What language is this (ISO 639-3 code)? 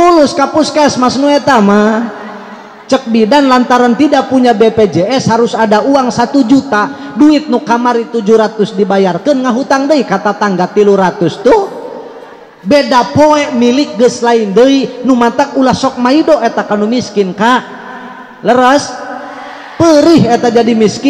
sun